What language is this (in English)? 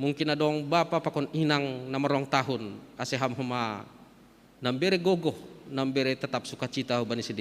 Batak Simalungun